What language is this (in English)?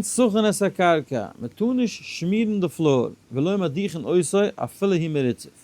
Yiddish